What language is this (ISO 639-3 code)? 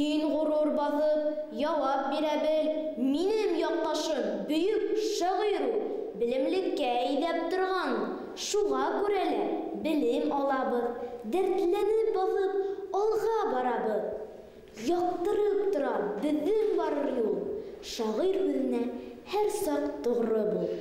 bak